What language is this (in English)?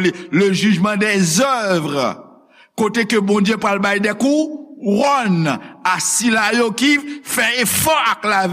Haitian Creole